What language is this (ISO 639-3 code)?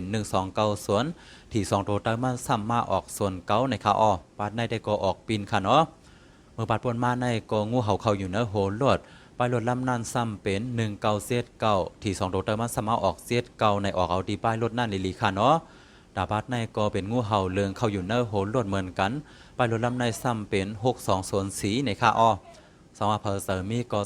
shn